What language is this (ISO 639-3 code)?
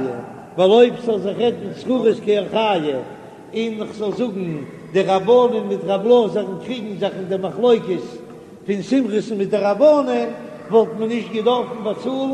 yid